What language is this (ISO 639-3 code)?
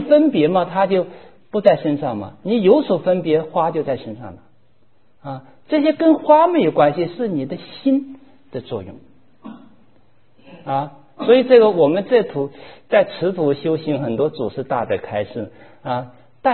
zho